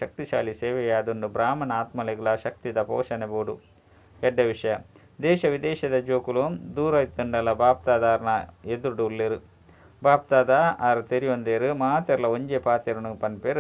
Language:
Tulu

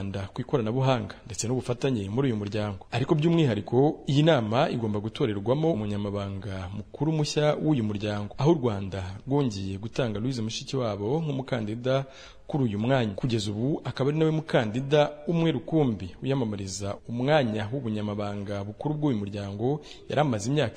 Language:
Kinyarwanda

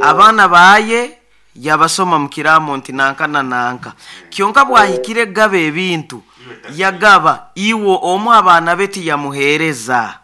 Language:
Nyankole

